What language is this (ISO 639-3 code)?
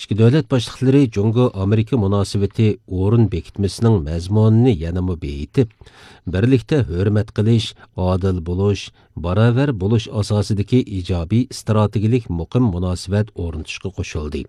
uig